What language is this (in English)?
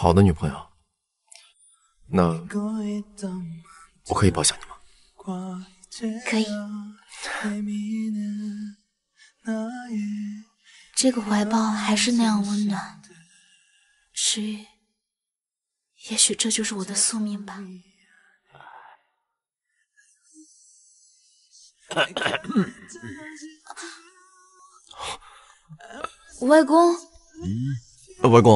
Chinese